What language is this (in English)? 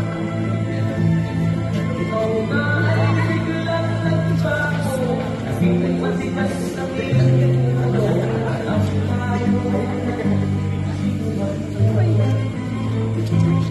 Filipino